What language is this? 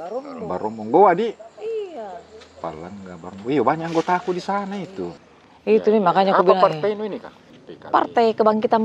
Makassar Malay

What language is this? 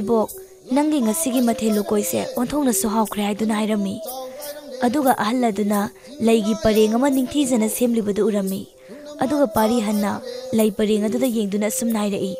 Manipuri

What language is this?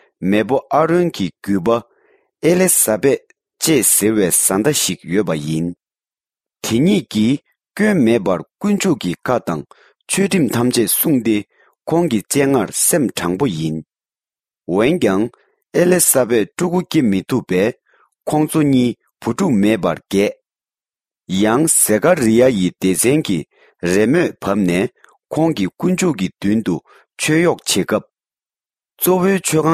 Tibetan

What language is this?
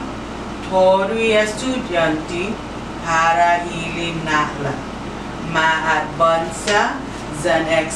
Chamorro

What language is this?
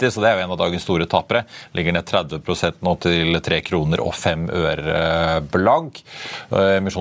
Norwegian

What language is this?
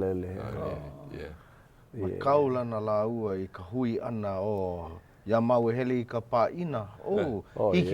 Hawaiian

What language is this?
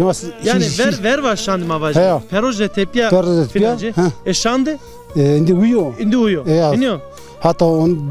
Zaza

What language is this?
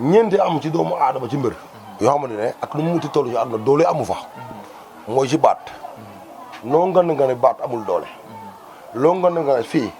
Wolof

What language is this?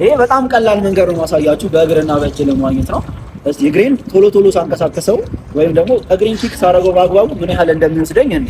Amharic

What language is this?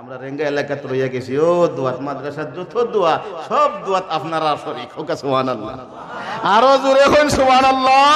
Sylheti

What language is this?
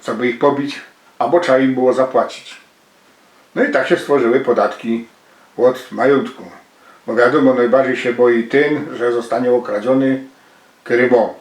Silesian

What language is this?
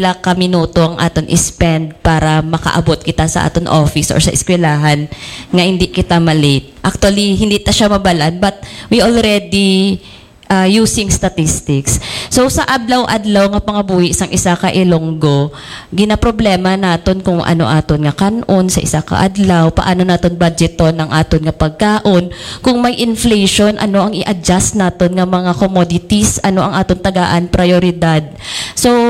Hiligaynon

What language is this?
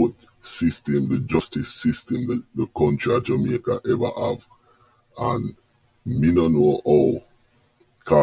Jamaican Creole English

